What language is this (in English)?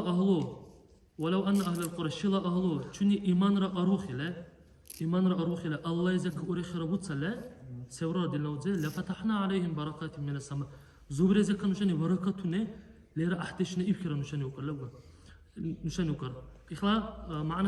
Dargwa